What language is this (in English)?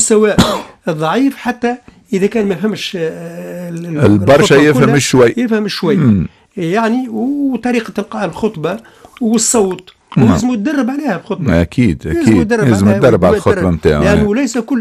Tunisian Arabic